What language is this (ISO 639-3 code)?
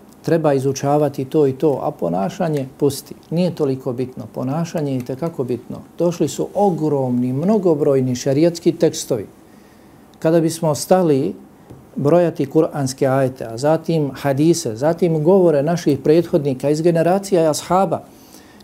bos